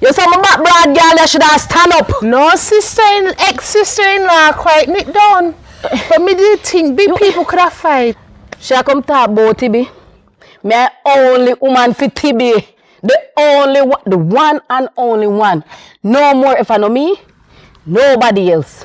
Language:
Jamaican Creole English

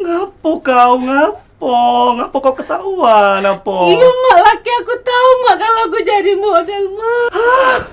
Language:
Musi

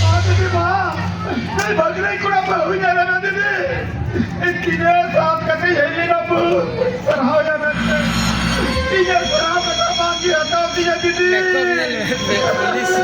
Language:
Santali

